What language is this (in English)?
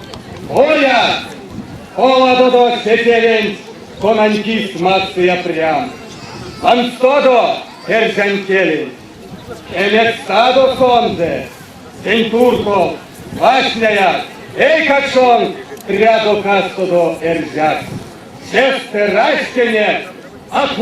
Erzya